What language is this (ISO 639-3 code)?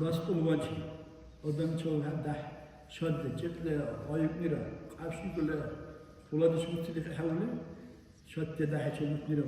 dar